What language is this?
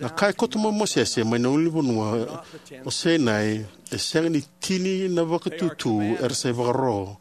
Fijian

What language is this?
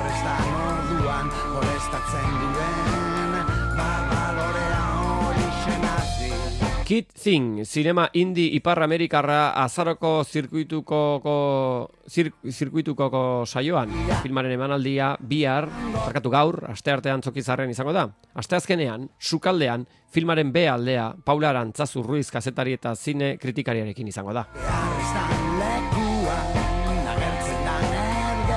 Basque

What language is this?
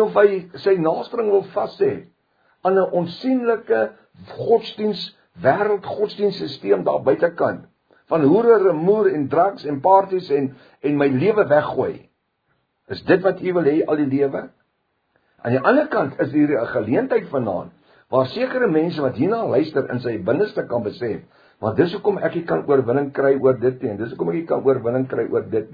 Afrikaans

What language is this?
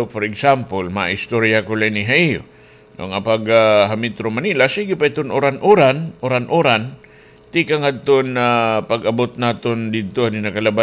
Waray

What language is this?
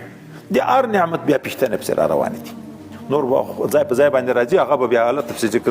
Pashto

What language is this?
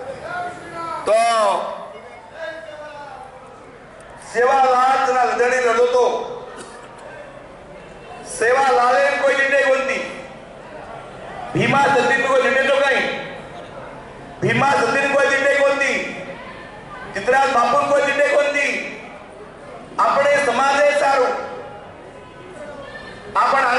Lambadi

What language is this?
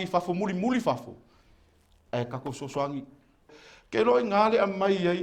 Samoan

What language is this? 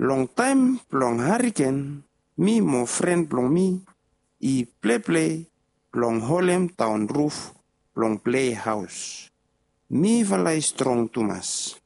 Bislama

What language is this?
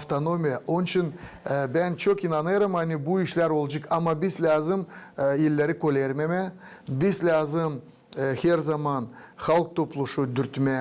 Gagauz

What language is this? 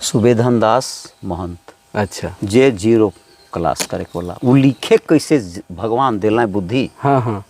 Sadri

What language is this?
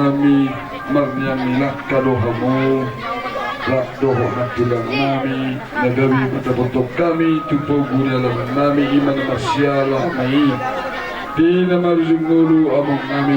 Batak Toba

